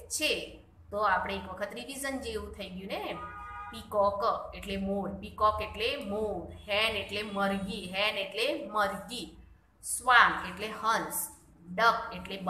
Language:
Gujarati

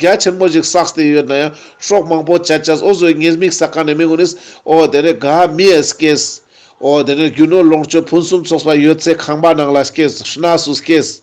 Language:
Ladakhi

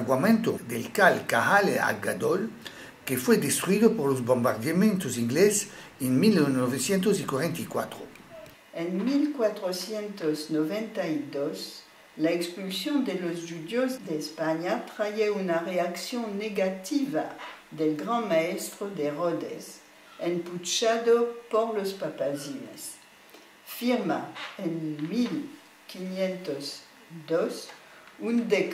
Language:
Ladino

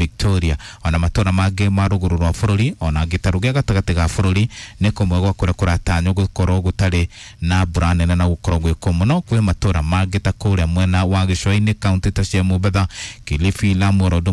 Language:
Kikuyu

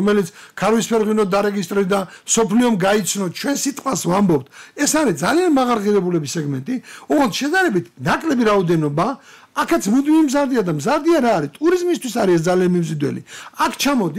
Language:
Georgian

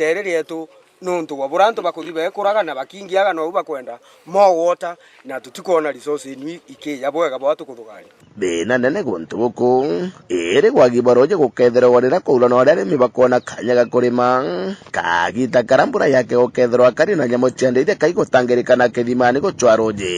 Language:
Meru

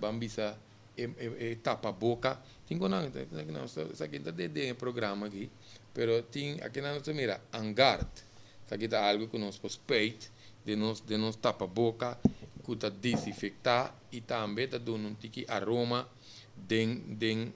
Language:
Papiamento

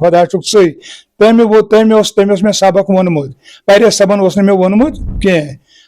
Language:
Kashmiri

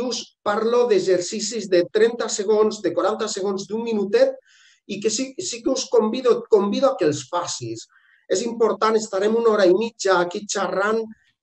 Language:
Catalan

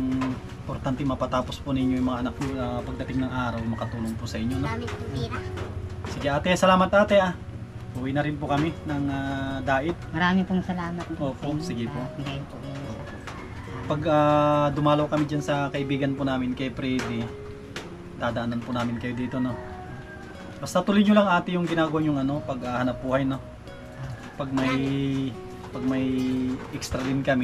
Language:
Filipino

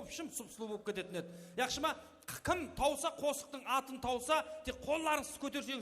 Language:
Kara-Kalpak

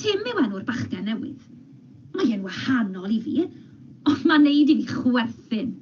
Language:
Welsh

